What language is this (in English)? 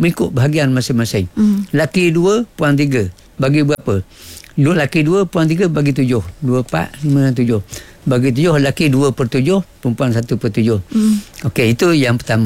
Malay